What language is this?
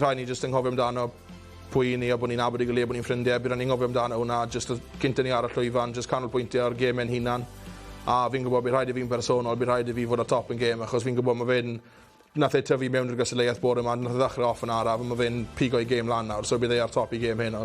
Welsh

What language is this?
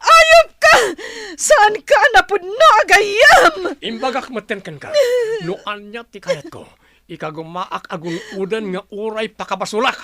Iloko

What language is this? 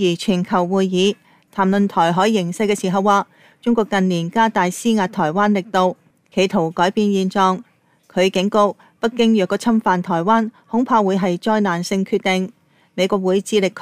Cantonese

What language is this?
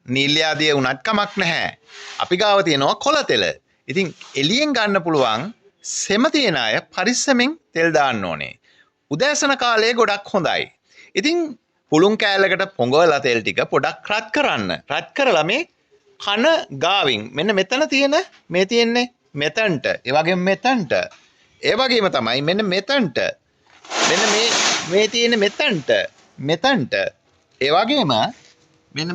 Sinhala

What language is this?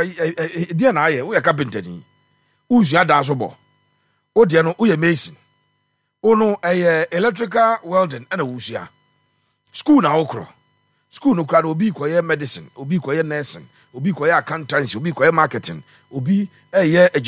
Akan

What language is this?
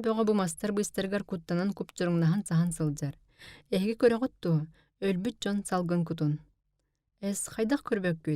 Yakut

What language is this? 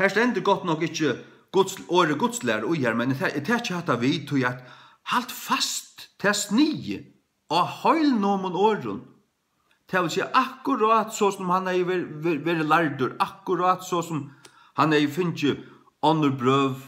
Faroese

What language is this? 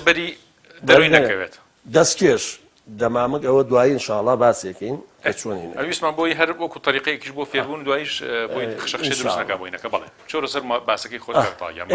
Central Kurdish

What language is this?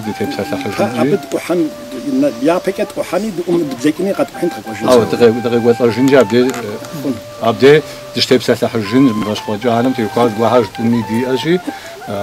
Kabardian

